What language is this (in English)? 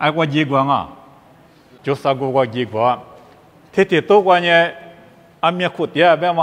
Lisu